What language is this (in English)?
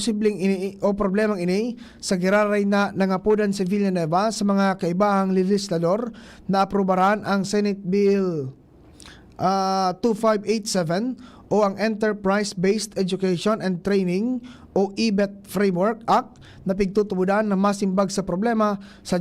Bikol